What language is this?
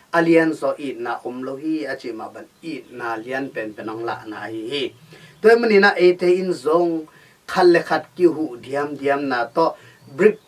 Tedim Chin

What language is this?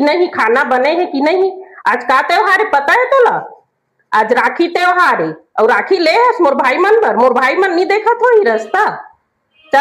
Chhattisgarhi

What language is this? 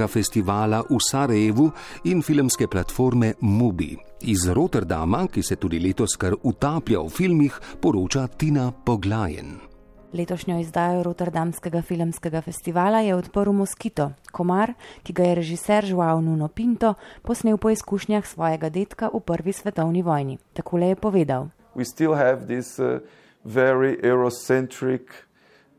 Slovenian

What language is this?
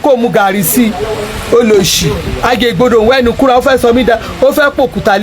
Yoruba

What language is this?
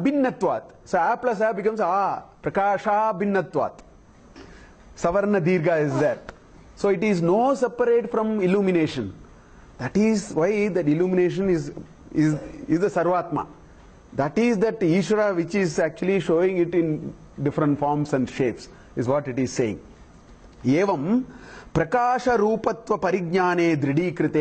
English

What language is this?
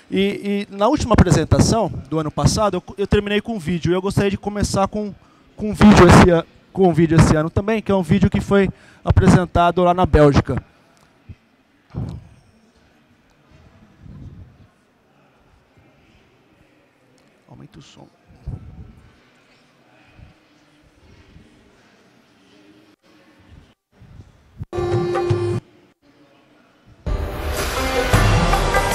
Portuguese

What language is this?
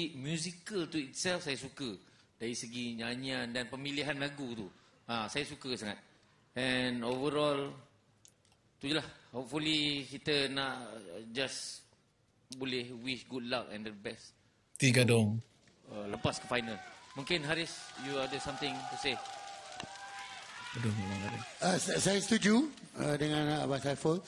Malay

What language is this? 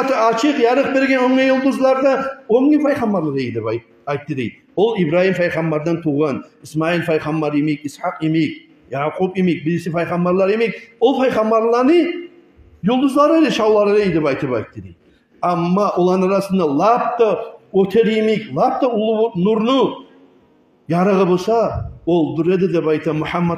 Kumyk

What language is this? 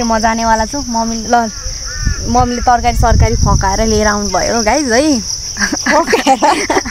Nepali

